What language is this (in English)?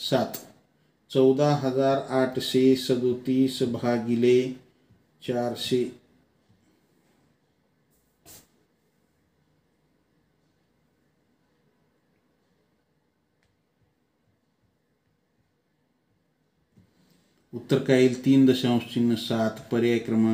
Marathi